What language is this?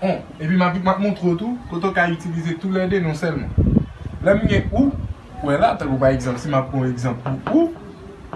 Haitian Creole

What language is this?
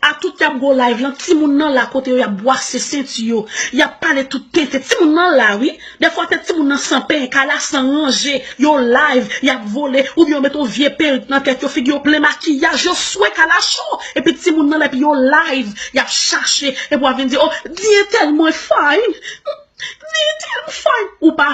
Haitian Creole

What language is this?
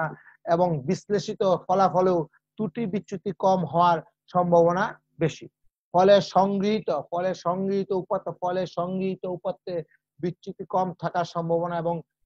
Bangla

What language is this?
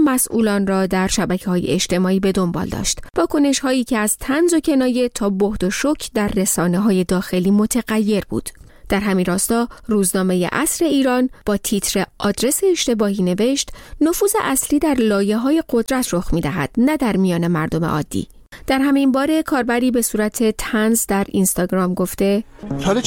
Persian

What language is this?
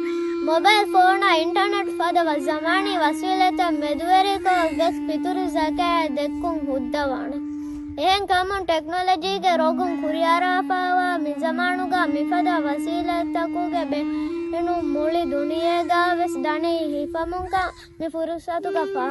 Divehi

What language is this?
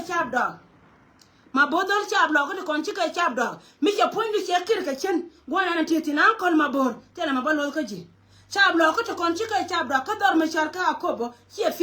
Nuer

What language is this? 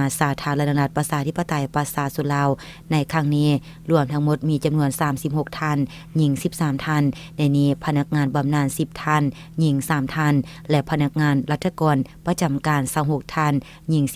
Lao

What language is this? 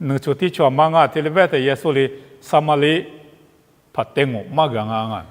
Lisu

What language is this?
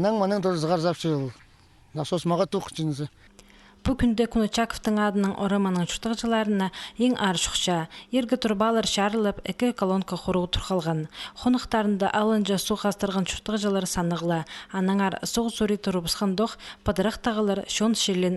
Khakas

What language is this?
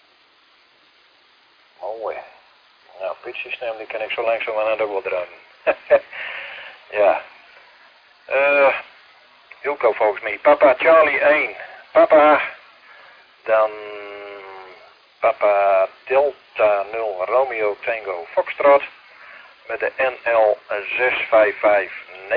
Dutch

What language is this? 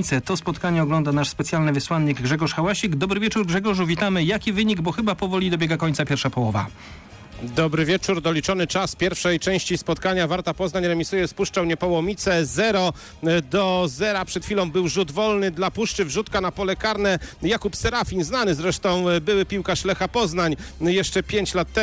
Polish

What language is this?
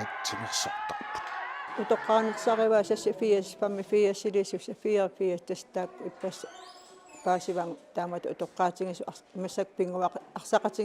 Kalaallisut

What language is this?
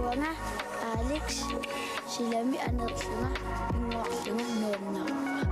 Kalaallisut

